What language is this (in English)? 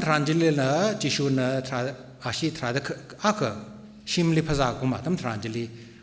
Tangkhul Naga (India)